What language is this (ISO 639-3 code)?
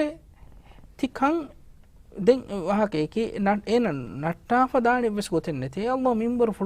div